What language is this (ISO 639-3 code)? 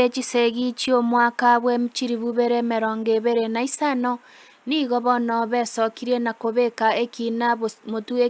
guz